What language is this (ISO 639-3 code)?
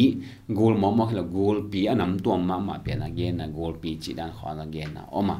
ctd